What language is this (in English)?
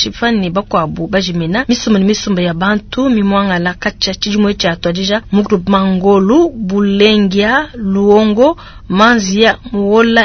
Luba-Lulua